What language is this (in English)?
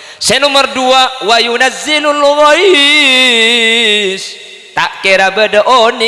Madurese